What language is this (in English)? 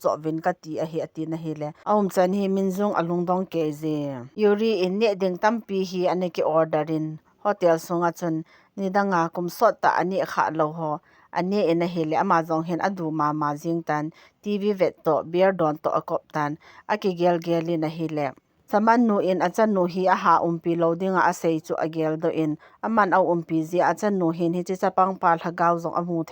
Thado Chin